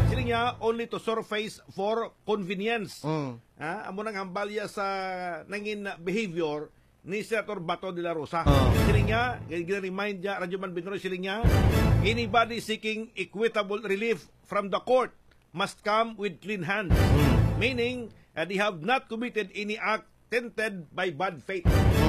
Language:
Hiligaynon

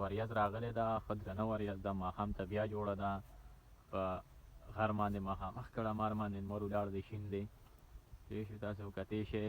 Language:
Pashto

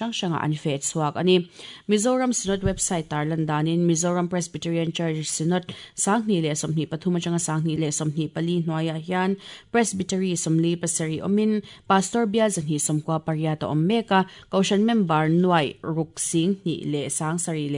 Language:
Mizo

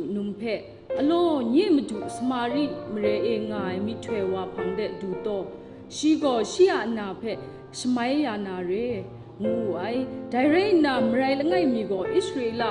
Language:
Kachin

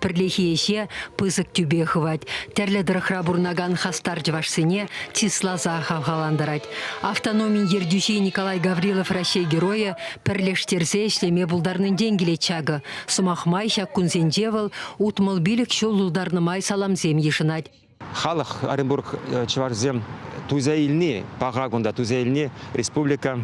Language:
Chuvash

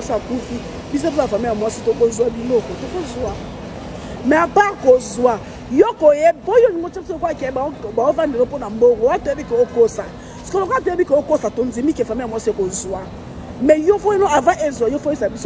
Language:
Lingala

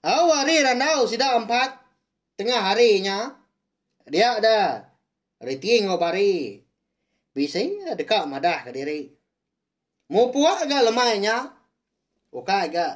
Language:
Iban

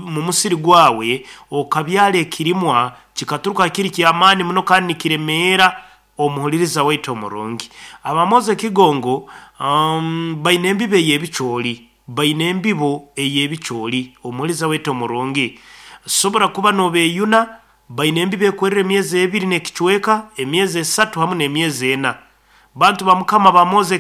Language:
Nyoro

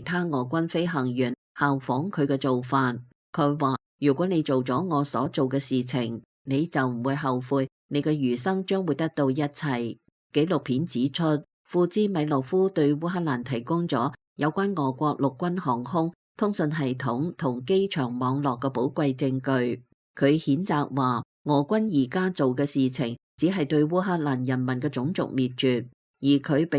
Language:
Cantonese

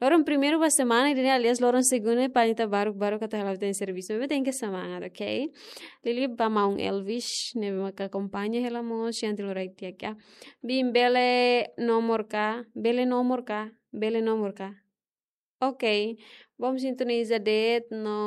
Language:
Tetum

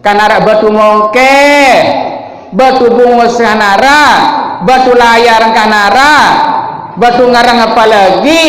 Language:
Sasak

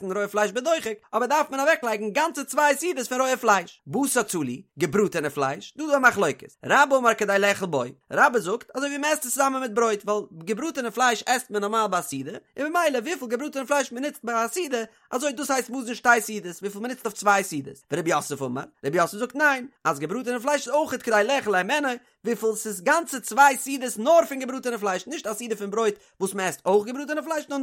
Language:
Yiddish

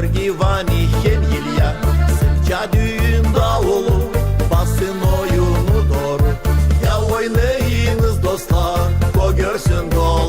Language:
Gagauz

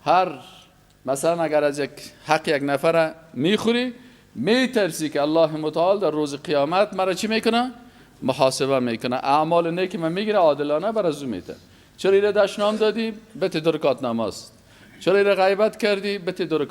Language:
Persian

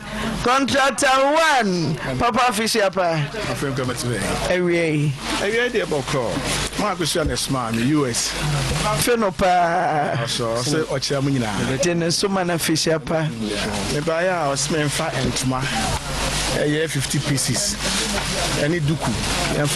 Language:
Akan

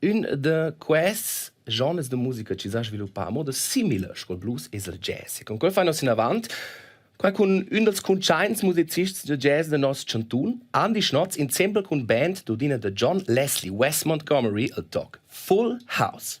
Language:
Romansh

